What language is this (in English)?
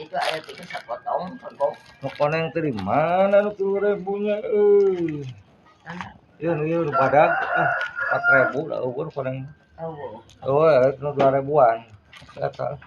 Sundanese